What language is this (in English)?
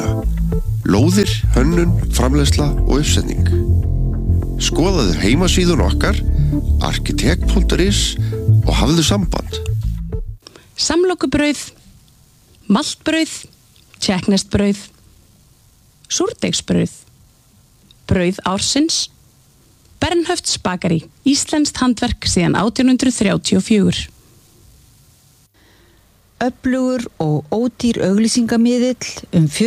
Icelandic